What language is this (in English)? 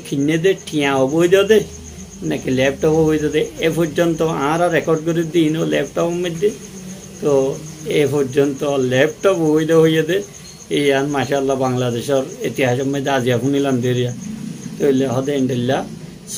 Rohingya